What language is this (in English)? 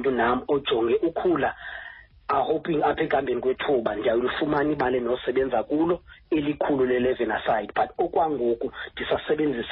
Xhosa